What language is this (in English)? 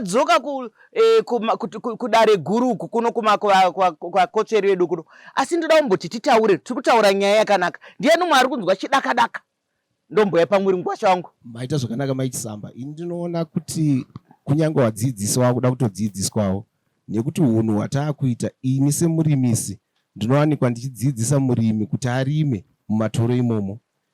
Shona